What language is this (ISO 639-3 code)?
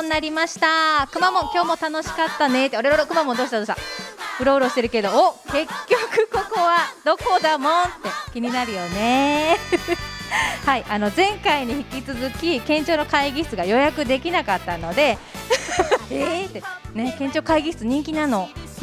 jpn